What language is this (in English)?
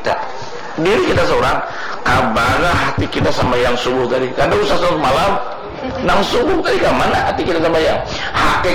Banjar